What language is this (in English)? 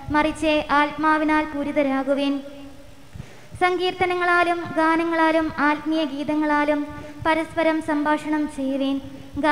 Malayalam